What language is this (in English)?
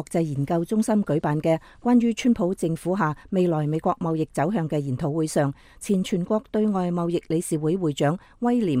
Cantonese